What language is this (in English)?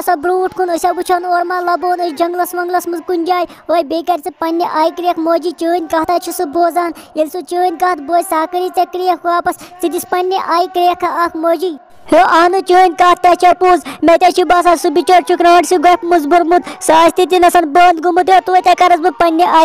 Kashmiri